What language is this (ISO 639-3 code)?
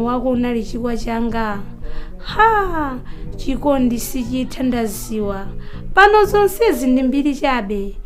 nya